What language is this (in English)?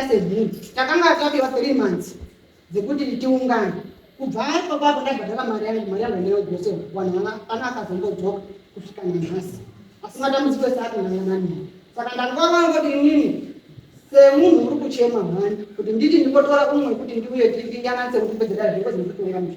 Shona